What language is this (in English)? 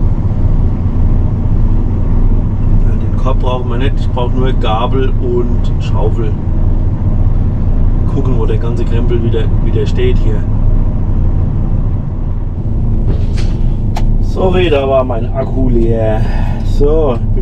German